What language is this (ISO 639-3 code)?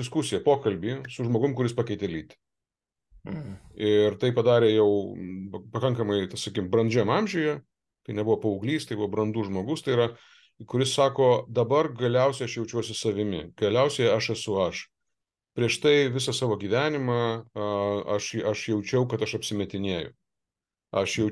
lit